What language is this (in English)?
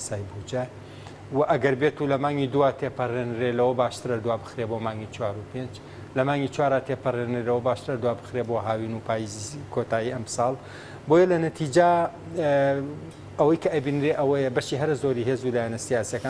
Central Kurdish